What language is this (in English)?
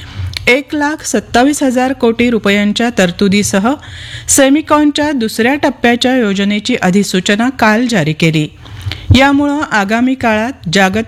Marathi